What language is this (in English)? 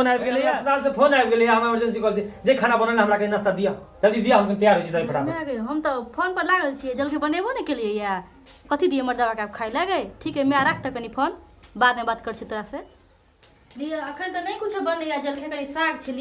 Maithili